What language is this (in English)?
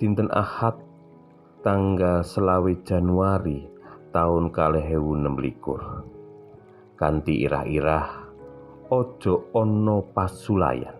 Javanese